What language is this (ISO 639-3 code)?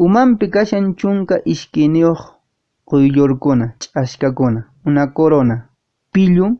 que